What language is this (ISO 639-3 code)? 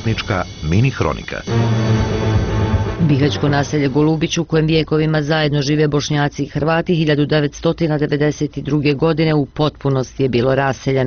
bos